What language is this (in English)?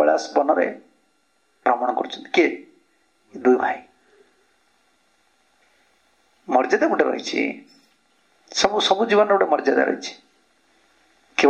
Odia